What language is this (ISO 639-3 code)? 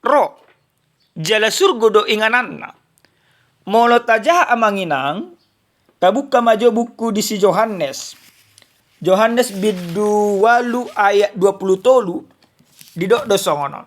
bbc